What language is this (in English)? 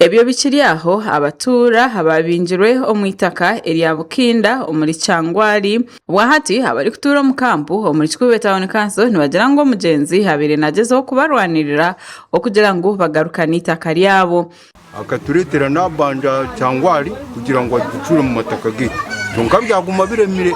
Nyankole